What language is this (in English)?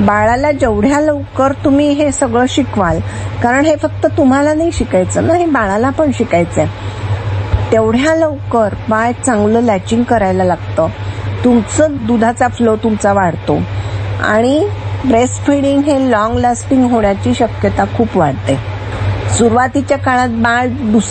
Marathi